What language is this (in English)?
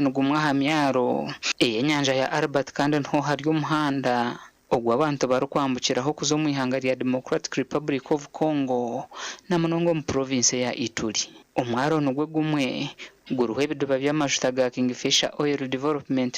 Nyankole